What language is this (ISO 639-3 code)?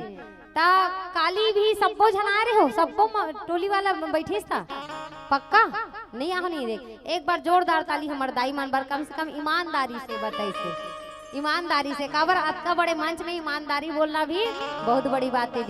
hne